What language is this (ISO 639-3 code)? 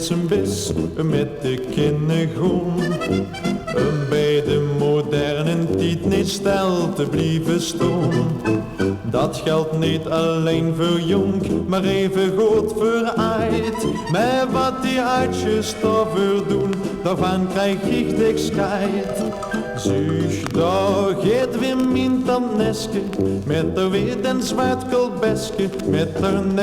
lim